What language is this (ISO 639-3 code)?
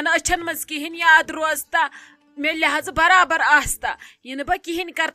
kas